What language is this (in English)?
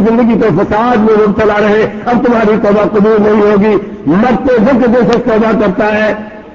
Urdu